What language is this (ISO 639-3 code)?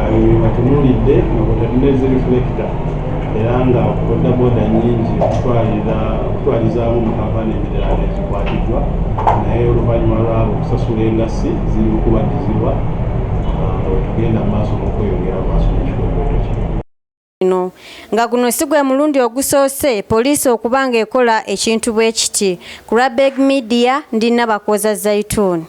lug